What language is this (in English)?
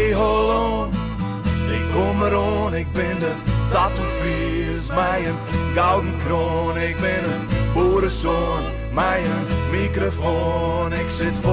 Western Frisian